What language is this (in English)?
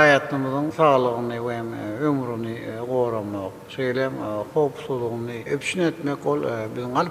Turkmen